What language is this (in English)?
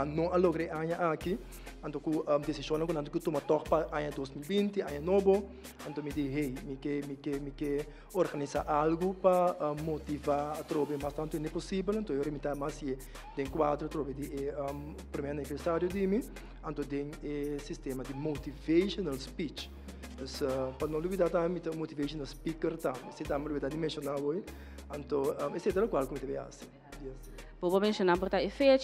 Papiamento